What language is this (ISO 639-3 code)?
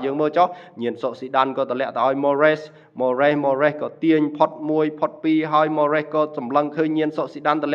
khm